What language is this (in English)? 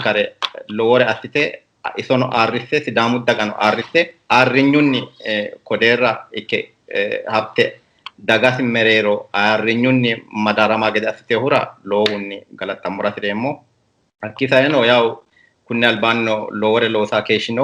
Sidamo